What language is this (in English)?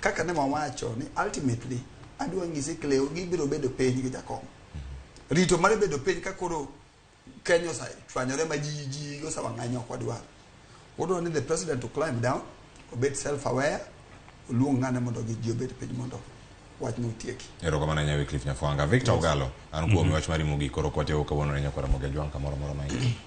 Luo (Kenya and Tanzania)